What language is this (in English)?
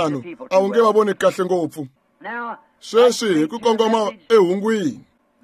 Tsonga